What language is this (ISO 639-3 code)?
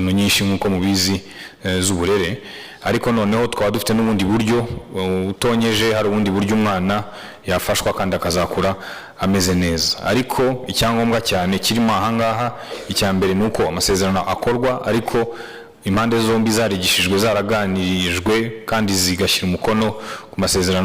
kin